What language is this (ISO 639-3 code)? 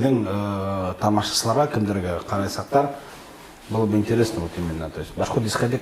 bak